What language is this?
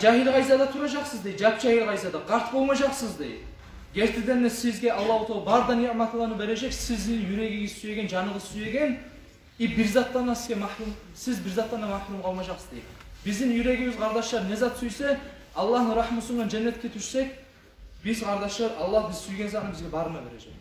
Kumyk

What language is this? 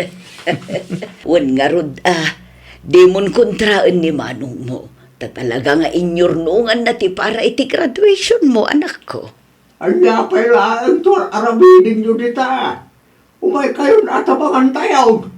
Iloko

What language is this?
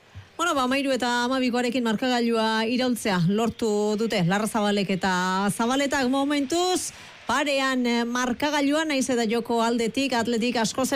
Basque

